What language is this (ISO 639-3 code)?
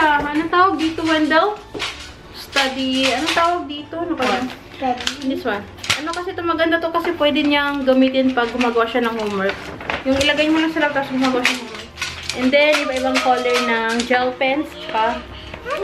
fil